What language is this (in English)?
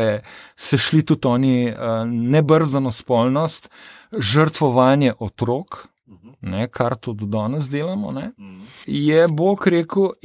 Slovenian